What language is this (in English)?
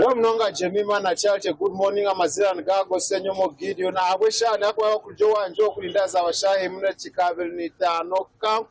Nyankole